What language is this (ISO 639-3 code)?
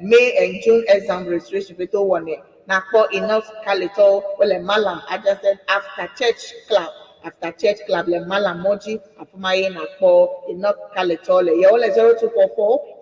ewe